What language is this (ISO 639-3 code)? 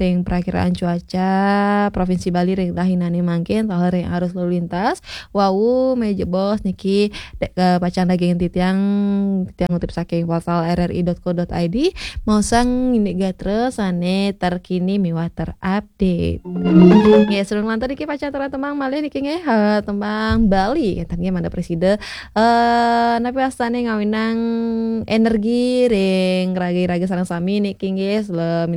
ban